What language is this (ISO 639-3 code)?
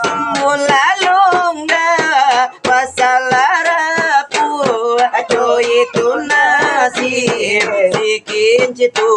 min